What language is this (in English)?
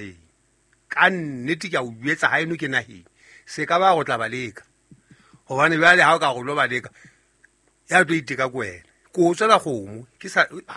Southern Sotho